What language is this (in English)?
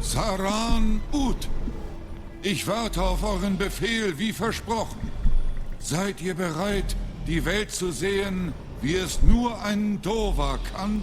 Swiss German